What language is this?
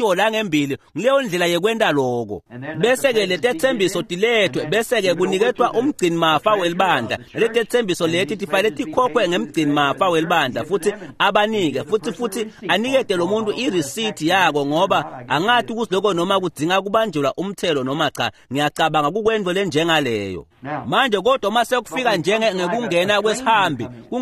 Swati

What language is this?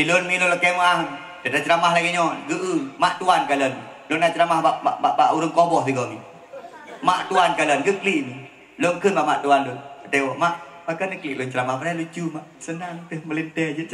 Achinese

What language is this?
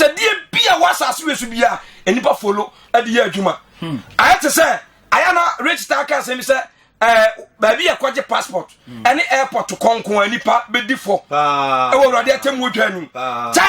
Akan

